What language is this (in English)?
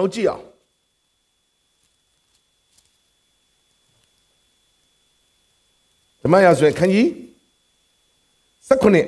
Burmese